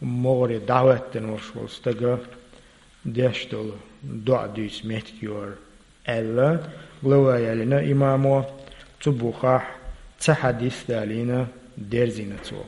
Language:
Chechen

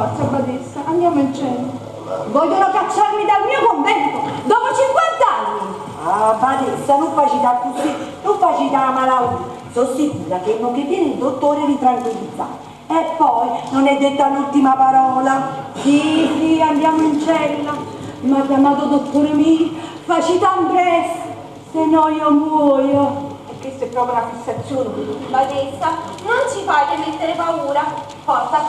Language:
Neapolitan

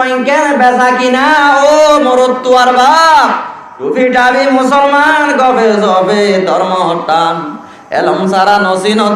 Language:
Rohingya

